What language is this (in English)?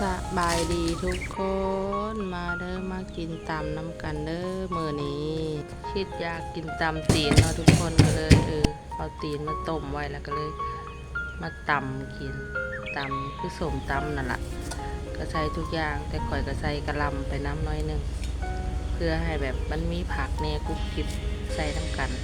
Lao